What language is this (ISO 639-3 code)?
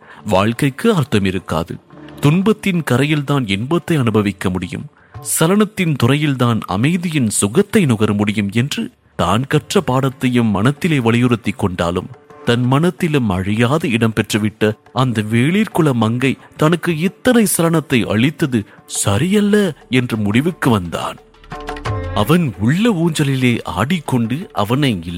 tam